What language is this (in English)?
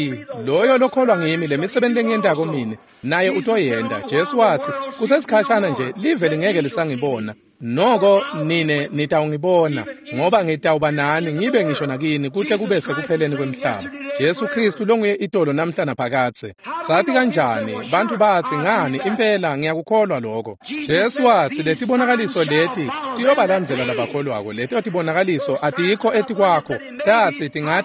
Swati